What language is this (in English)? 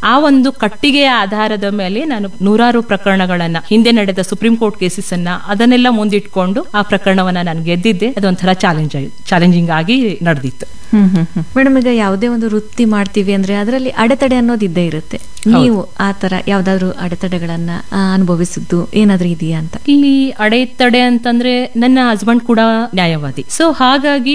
Kannada